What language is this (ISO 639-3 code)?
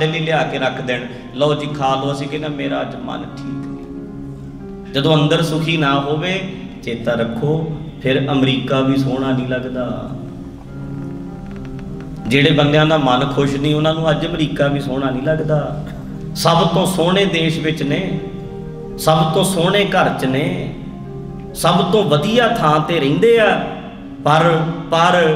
pan